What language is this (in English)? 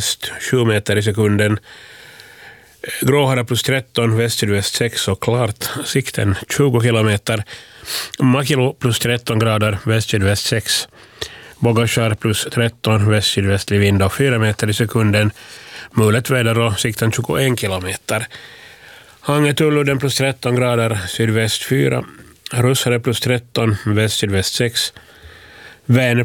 Swedish